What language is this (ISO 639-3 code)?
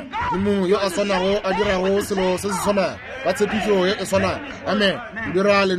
nso